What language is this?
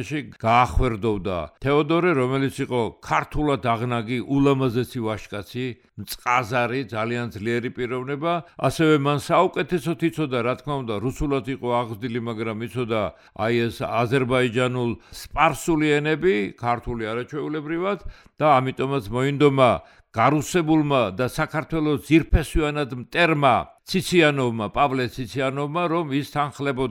Georgian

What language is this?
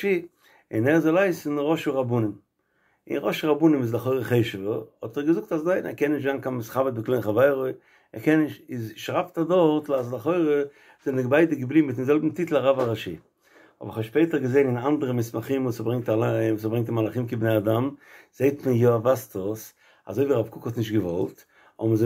Yiddish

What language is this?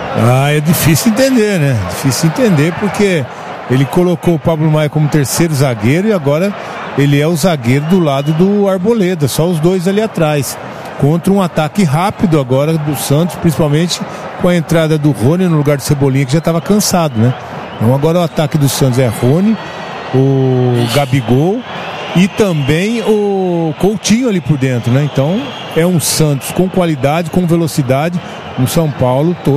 Portuguese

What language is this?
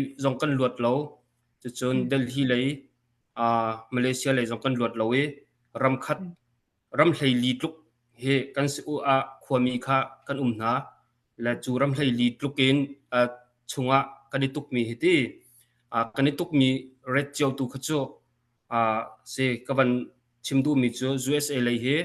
Hakha Chin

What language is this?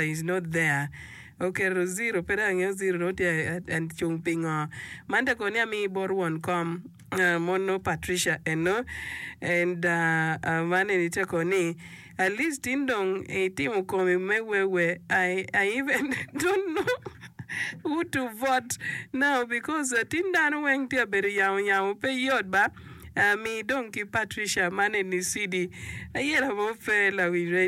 Acoli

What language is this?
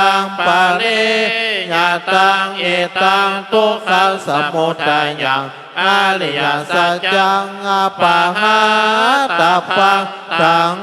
Pali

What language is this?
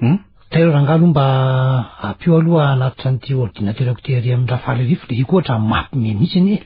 Malagasy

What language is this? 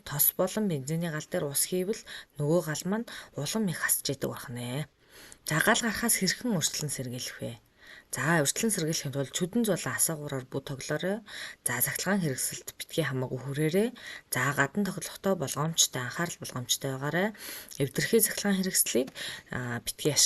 Mongolian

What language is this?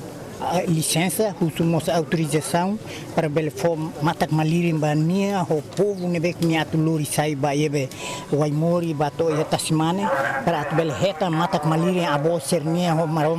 Tetum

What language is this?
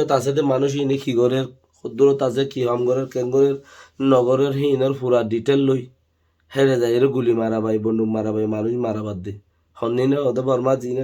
Rohingya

